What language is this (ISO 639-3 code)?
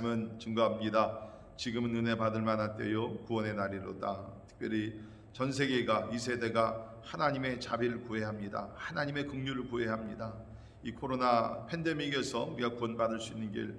kor